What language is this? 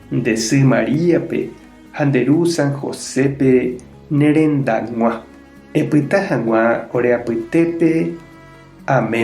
Guarani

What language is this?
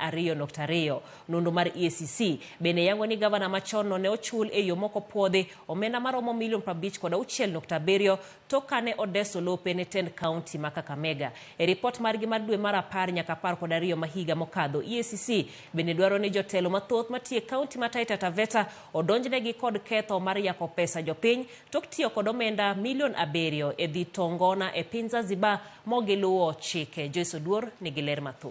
Luo (Kenya and Tanzania)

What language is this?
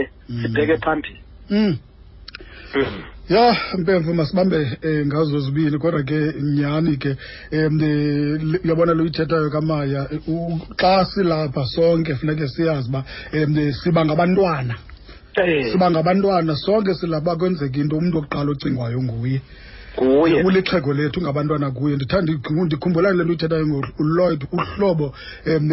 Xhosa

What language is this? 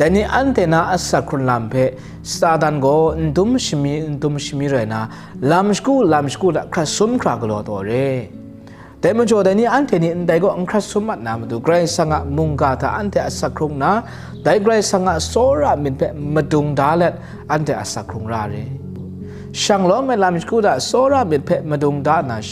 Kachin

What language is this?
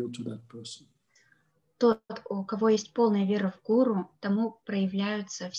Russian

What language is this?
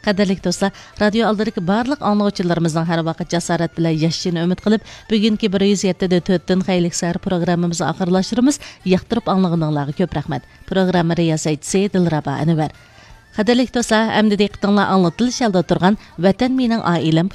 Uyghur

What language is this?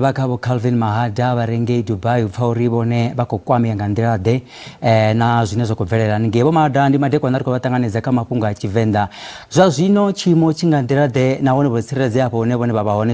Venda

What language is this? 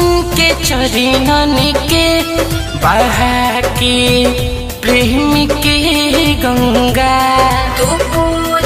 Bhojpuri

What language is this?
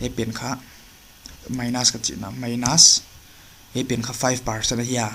Paite Chin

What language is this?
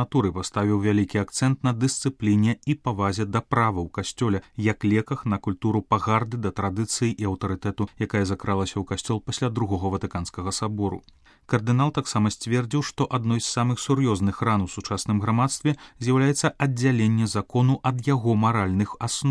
Belarusian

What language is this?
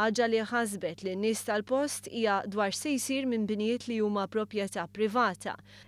Maltese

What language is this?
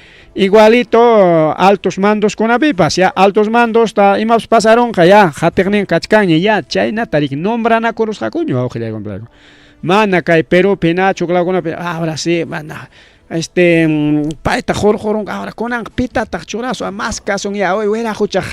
Ayacucho Quechua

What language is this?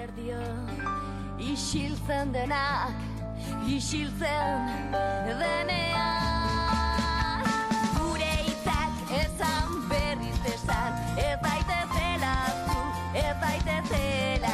Basque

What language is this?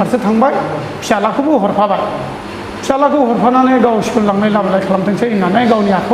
Bodo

